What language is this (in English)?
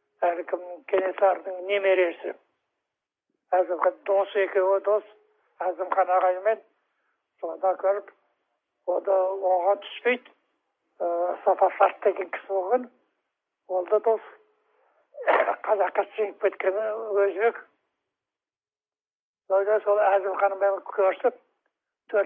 Kazakh